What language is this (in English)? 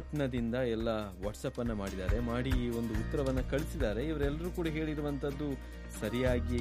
Kannada